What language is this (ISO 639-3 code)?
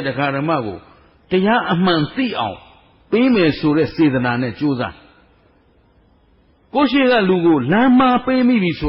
mya